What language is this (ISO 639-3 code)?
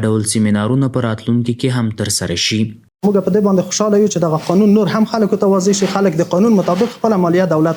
pus